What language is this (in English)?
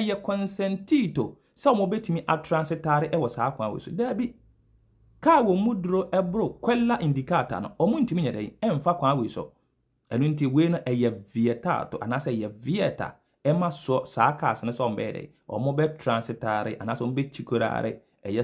Akan